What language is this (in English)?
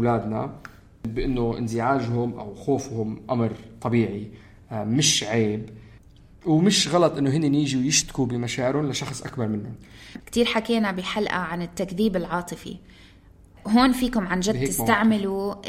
North Levantine Arabic